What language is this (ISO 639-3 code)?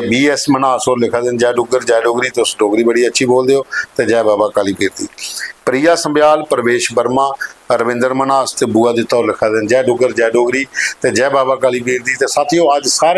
doi